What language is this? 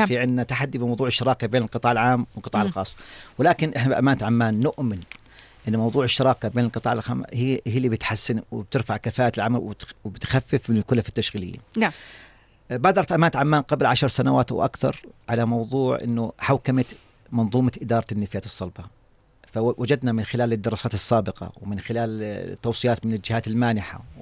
North Levantine Arabic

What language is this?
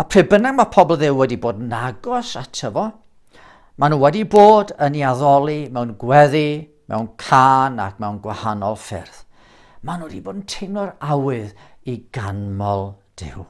Welsh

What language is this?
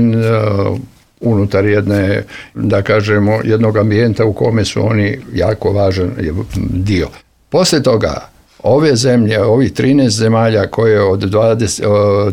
Serbian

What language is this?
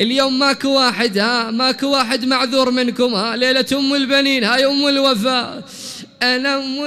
Mesopotamian Arabic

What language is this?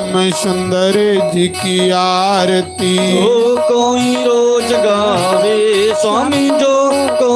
Dogri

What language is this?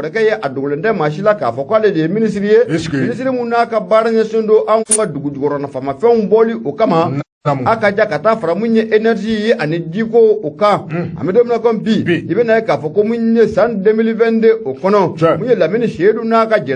Bambara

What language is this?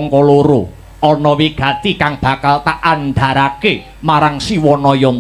Javanese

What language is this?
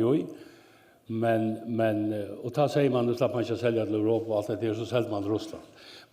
Faroese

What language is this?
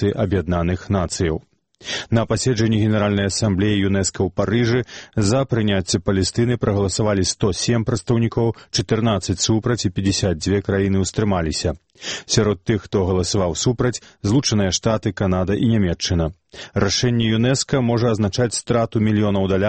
Belarusian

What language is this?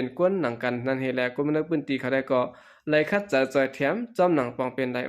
Shan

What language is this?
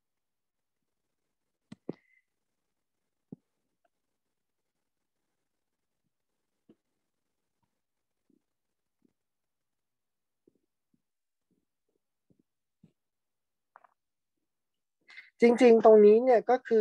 Thai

